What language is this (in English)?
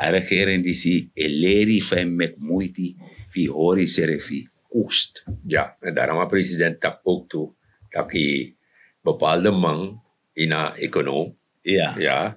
Sranan Tongo